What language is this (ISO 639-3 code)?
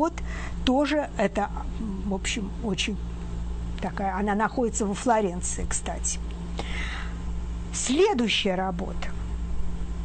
rus